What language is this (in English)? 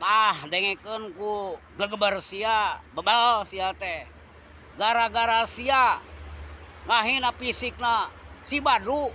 Sundanese